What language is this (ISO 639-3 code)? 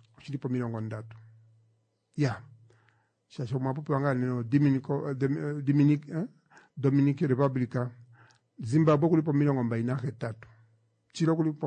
kua